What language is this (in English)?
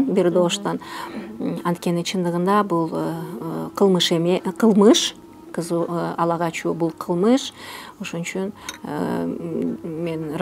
Kyrgyz